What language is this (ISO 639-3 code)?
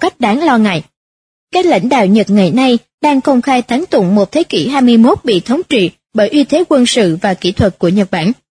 vie